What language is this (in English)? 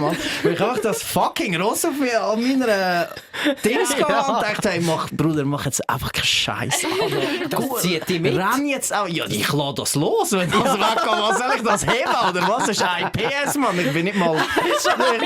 Swiss German